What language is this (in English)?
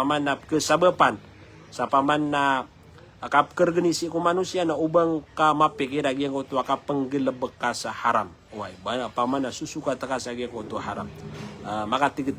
Maranao